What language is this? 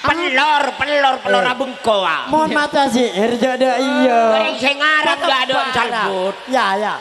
Madurese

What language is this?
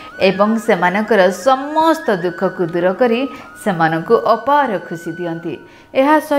Odia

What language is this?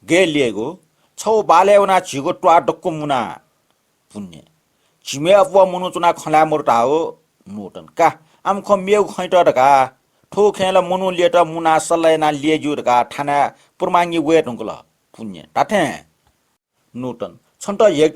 Newari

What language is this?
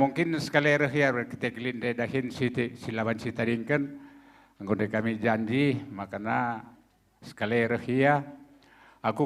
Batak Karo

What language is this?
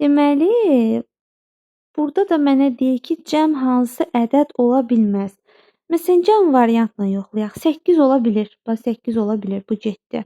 Azerbaijani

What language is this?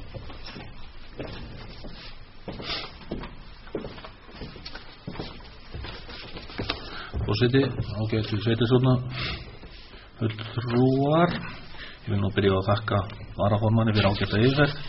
Icelandic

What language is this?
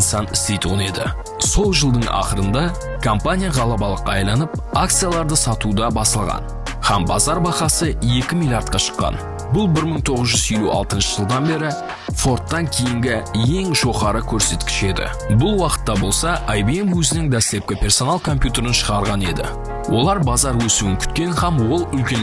Kara-Kalpak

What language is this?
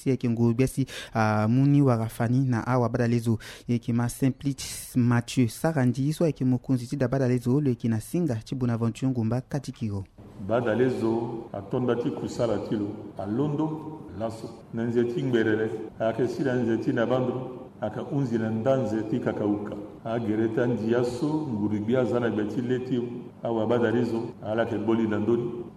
Sango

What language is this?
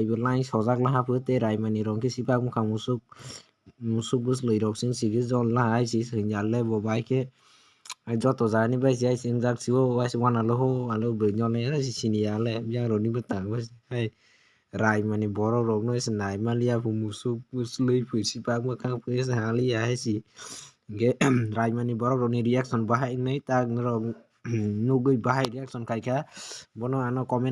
Kok Borok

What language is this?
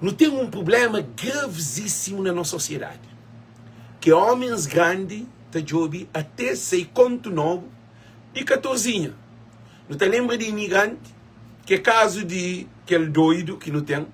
Kabuverdianu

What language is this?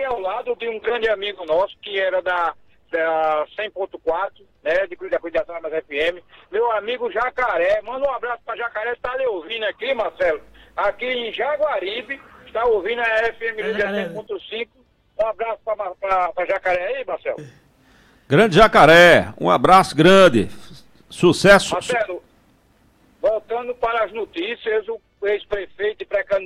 Portuguese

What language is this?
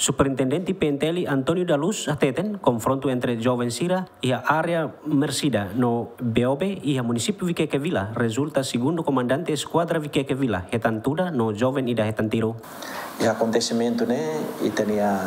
Tetum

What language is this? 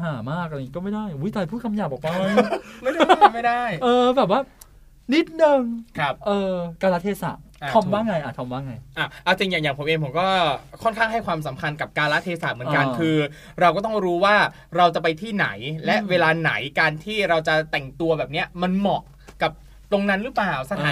Thai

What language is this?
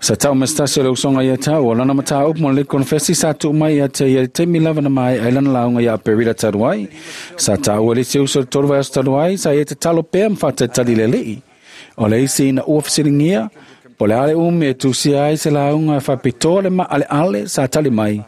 Samoan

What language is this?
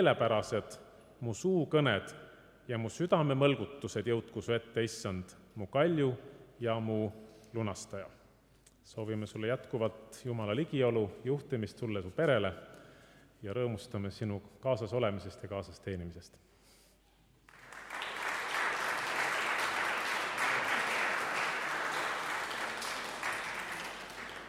Estonian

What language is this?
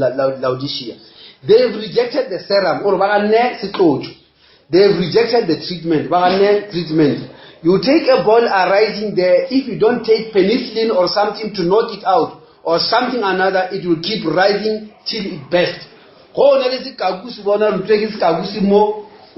Northern Sotho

